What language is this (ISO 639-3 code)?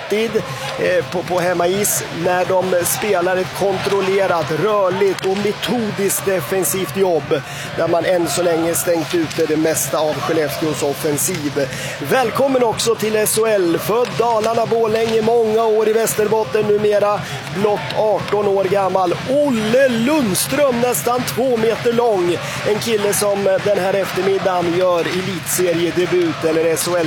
swe